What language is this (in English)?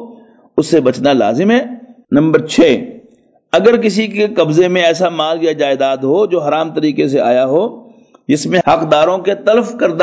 Urdu